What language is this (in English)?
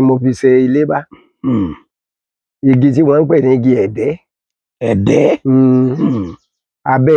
Yoruba